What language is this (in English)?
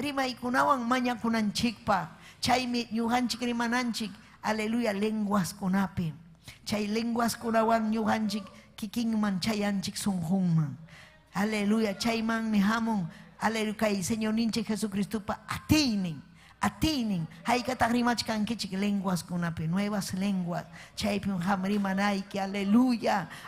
Ayacucho Quechua